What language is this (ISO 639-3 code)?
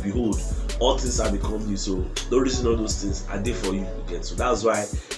pcm